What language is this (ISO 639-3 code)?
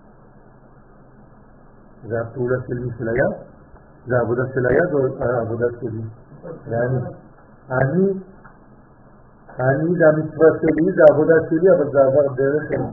heb